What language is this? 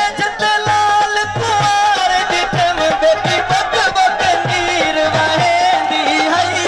Saraiki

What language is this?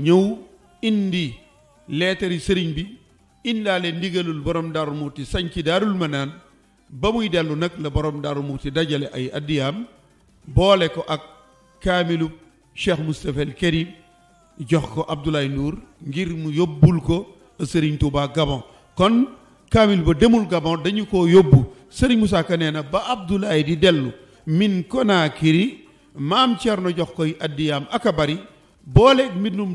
Wolof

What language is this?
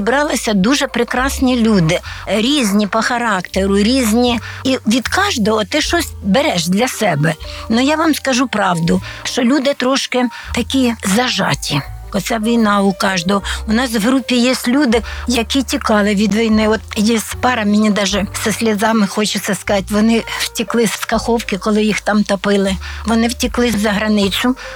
Ukrainian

